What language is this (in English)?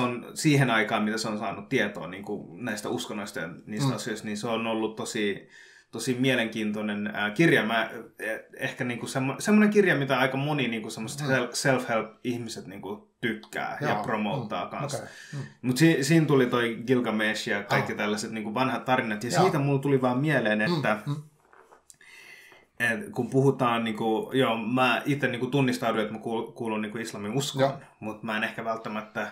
Finnish